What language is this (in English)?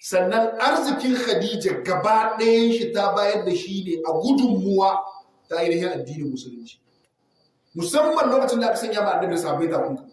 Hausa